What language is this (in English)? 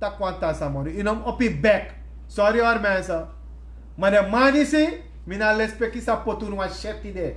Sranan Tongo